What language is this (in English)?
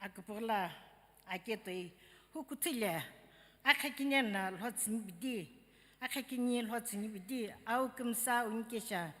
Sumi Naga